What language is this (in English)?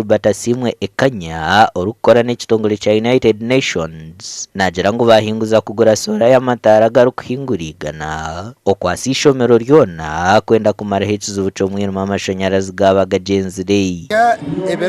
Nyankole